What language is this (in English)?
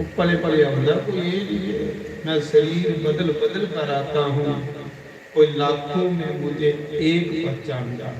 Dogri